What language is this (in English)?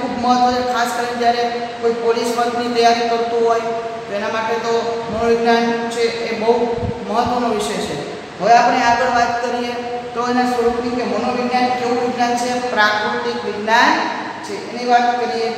Gujarati